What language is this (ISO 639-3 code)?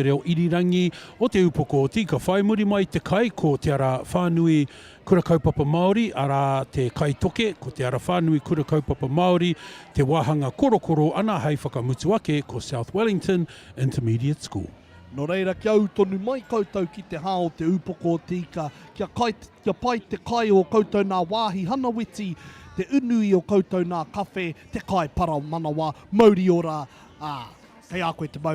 mri